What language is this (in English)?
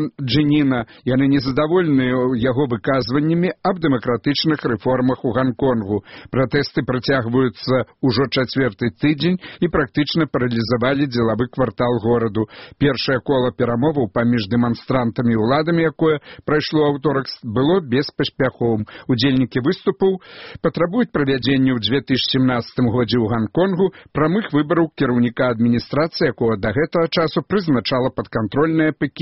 Belarusian